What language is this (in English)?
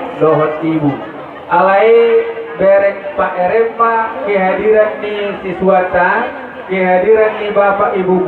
Batak Toba